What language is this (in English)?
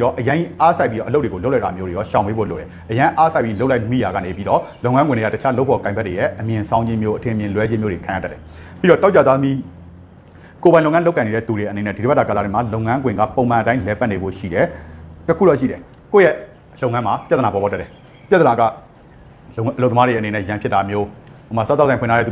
Burmese